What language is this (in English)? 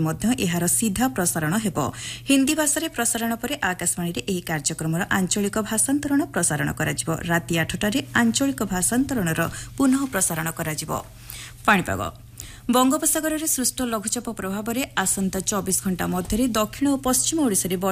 Odia